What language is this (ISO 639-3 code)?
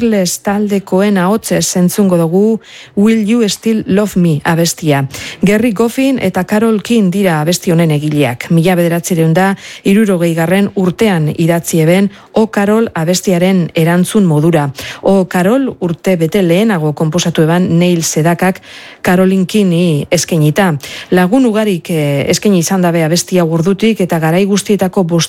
eus